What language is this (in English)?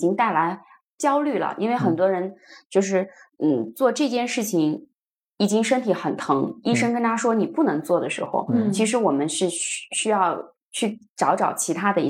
Chinese